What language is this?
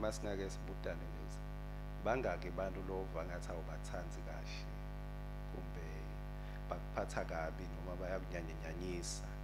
Swati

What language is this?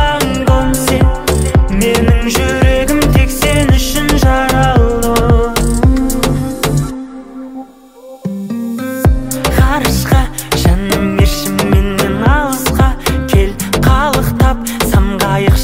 Kazakh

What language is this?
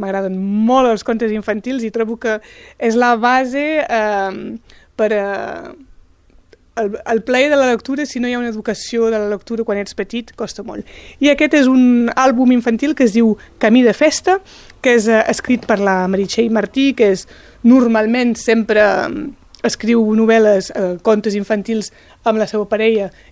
Catalan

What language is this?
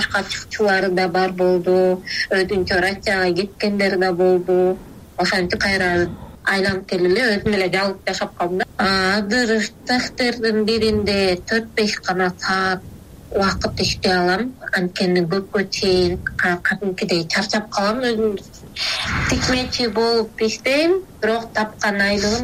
Kyrgyz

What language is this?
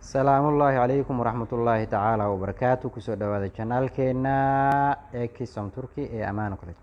Somali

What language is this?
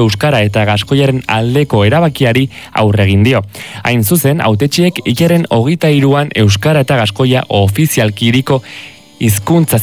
Basque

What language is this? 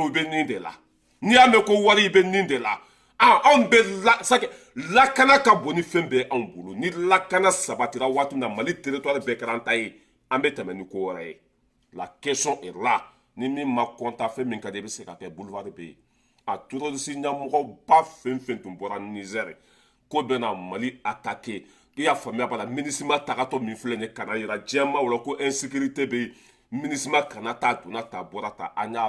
Bambara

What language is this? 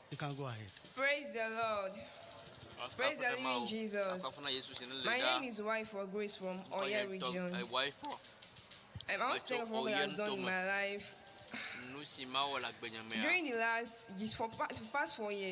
Ewe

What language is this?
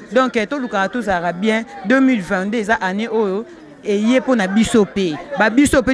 Lingala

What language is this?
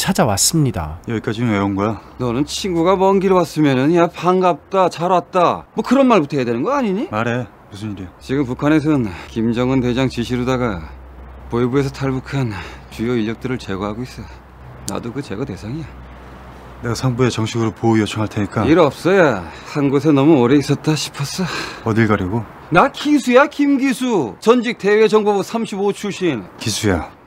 Korean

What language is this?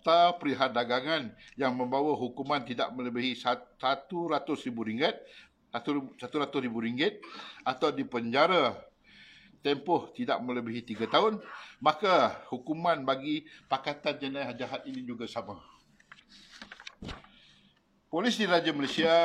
Malay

